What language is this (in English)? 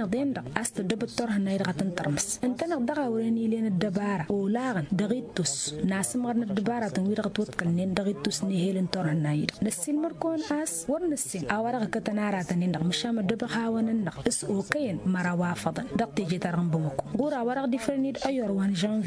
Tamasheq